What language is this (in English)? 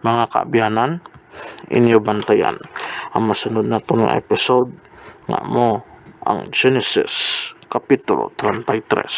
Hiligaynon